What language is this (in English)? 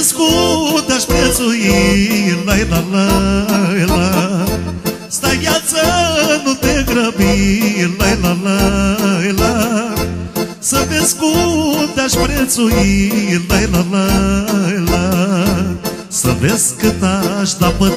Romanian